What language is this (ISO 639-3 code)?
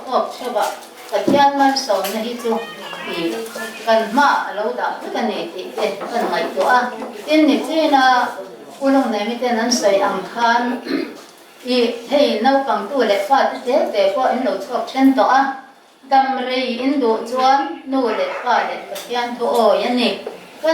lus